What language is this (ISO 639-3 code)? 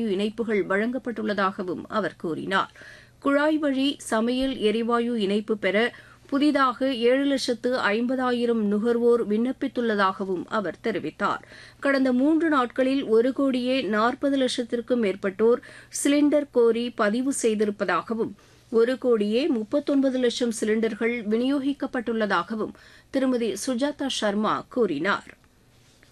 tam